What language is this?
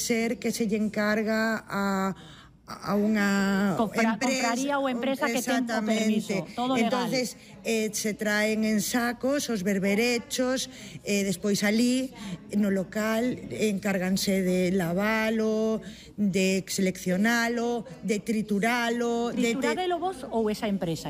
Galician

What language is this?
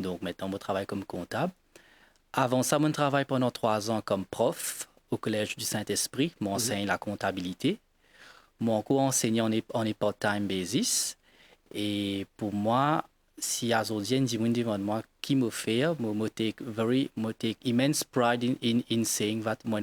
Morisyen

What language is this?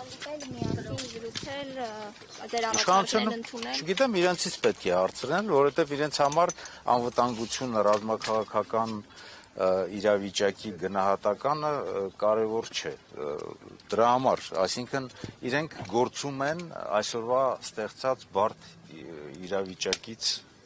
Armenian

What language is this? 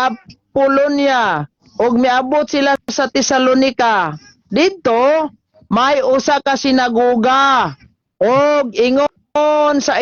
Cebuano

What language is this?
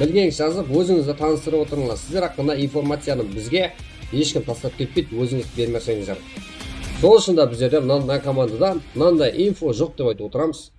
Kara-Kalpak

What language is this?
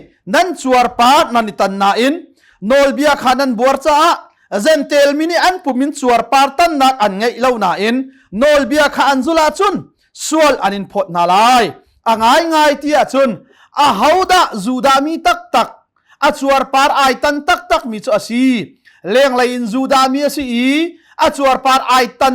Hakha Chin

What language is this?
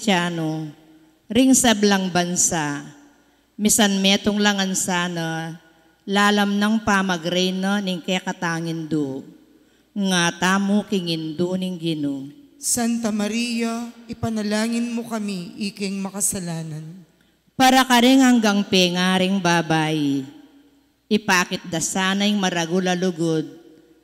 Pampanga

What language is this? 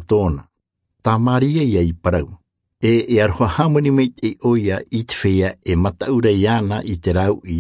Tahitian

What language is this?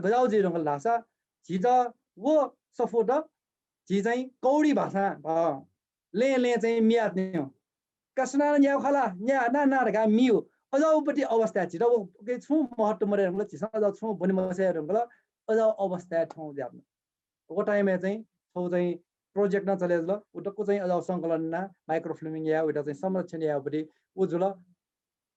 Newari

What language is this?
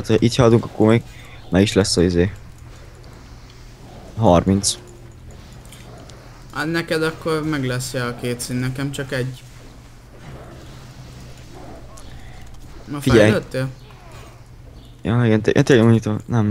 Hungarian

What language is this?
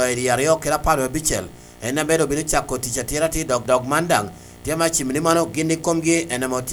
Lango (Uganda)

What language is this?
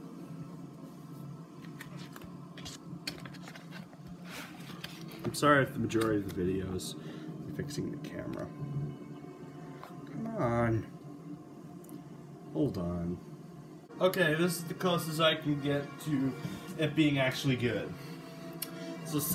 English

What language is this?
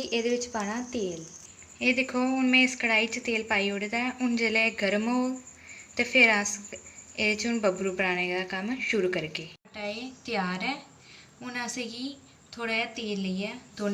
Dogri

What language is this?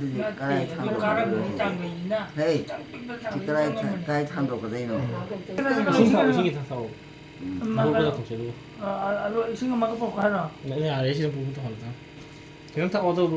Manipuri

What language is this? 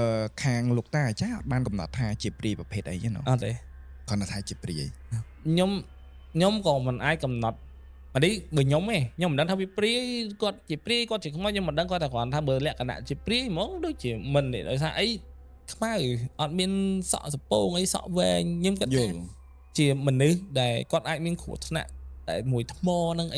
Khmer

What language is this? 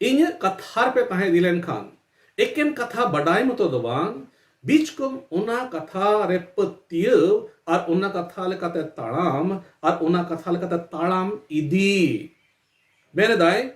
Santali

